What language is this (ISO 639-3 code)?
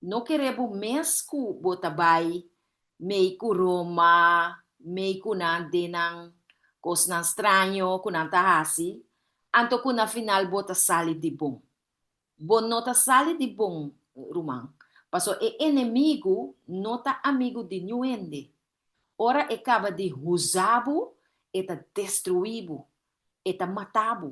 pap